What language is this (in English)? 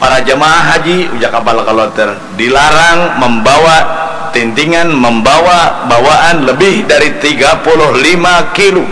Banjar